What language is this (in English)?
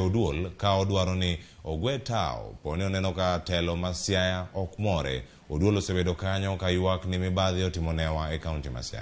Luo (Kenya and Tanzania)